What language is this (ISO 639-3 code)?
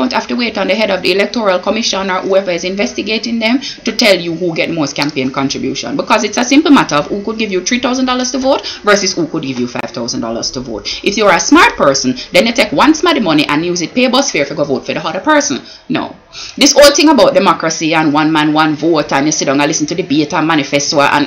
jam